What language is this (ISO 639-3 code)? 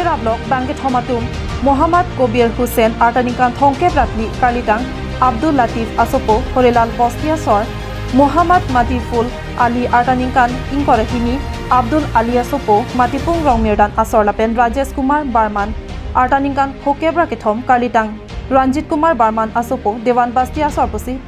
mjw